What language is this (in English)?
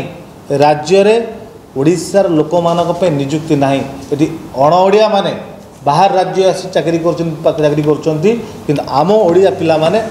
Odia